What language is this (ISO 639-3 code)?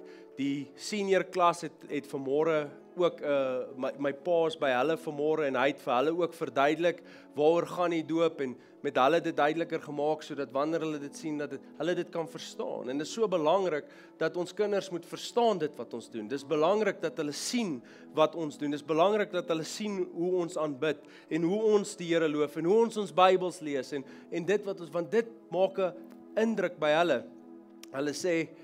afr